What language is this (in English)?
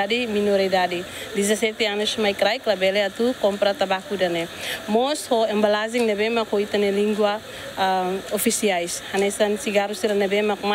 Tetum